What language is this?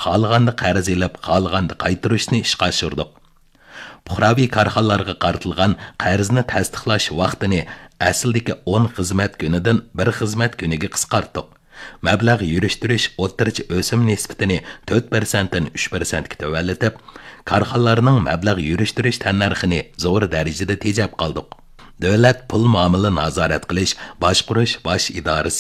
Uyghur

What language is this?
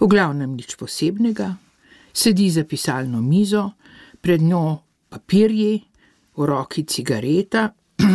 Slovenian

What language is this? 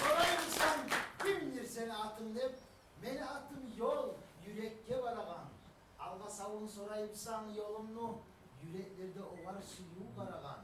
Kumyk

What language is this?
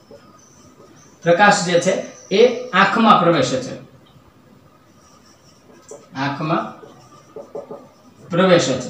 Gujarati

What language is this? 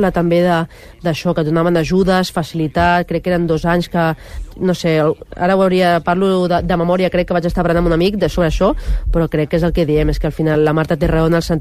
Catalan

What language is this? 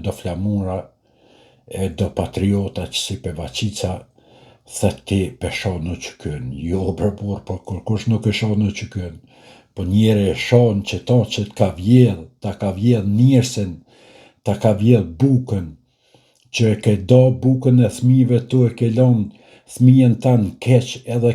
Albanian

